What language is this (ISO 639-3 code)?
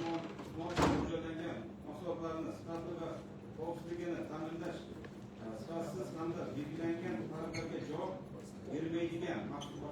uzb